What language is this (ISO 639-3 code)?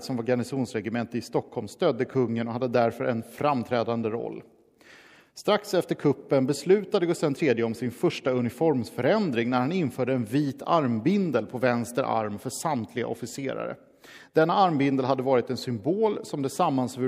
swe